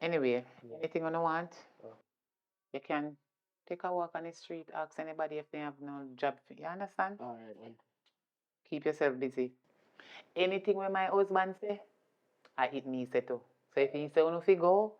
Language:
Jamaican Creole English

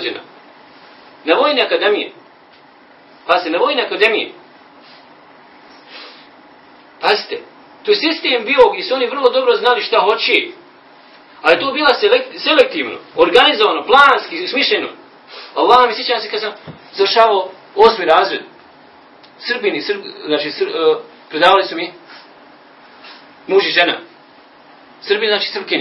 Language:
Bosnian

